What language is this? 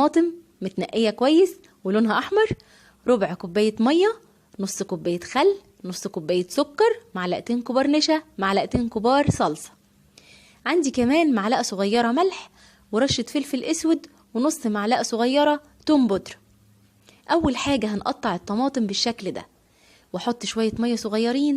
Egyptian Arabic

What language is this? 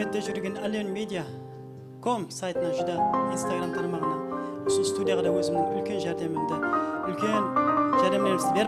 Kara-Kalpak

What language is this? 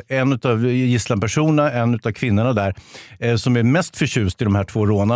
Swedish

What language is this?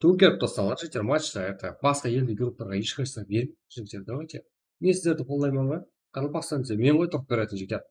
Kara-Kalpak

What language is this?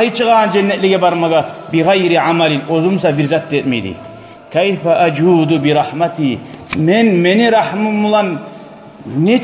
Kumyk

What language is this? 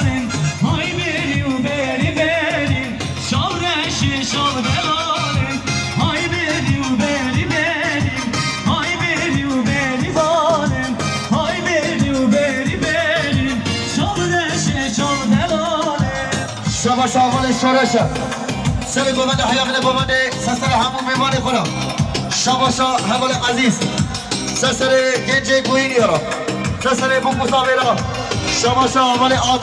Kurdish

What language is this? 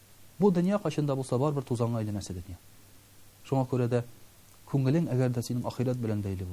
Tatar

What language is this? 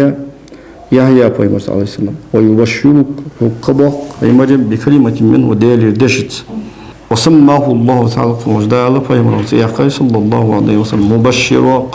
Ingush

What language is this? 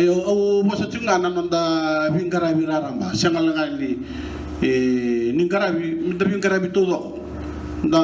Fijian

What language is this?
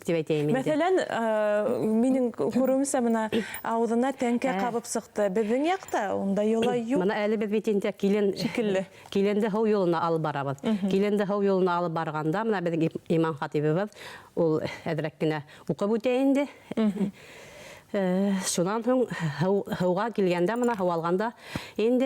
Bashkir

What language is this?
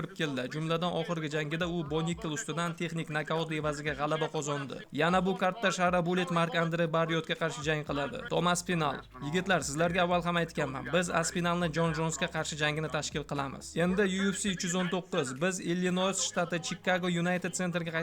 Uzbek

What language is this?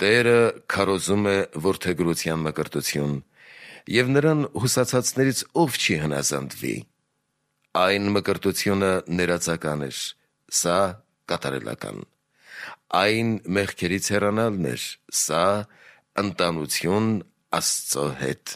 Armenian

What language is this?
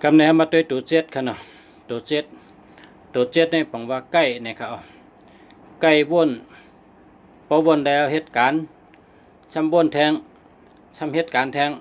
Shan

